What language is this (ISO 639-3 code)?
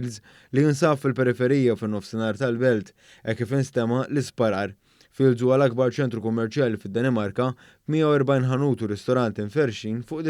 mlt